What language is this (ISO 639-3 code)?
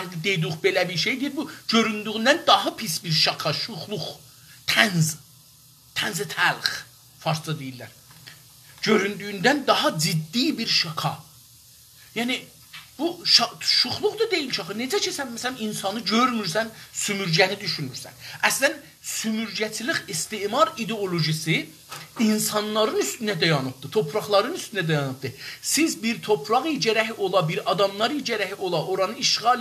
azb